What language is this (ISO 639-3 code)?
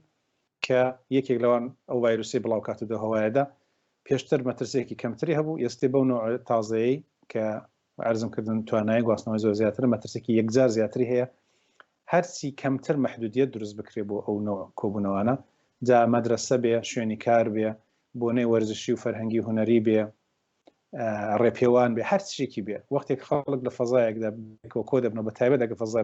ckb